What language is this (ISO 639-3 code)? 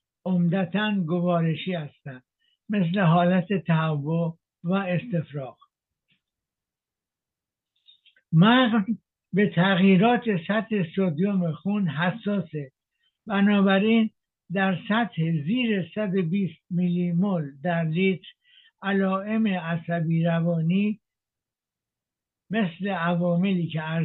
fas